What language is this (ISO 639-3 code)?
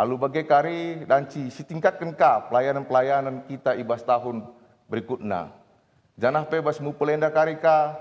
btx